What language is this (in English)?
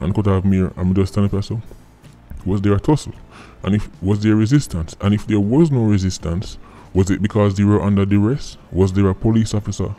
Jamaican Creole English